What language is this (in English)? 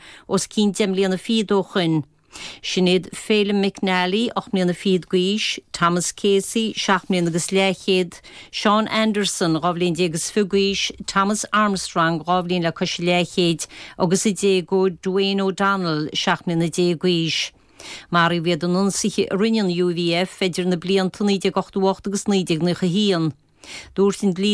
Irish